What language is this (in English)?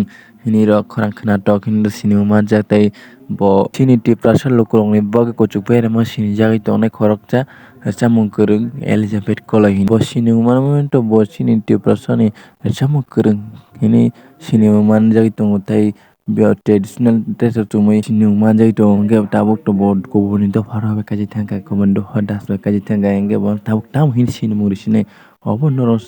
Kok Borok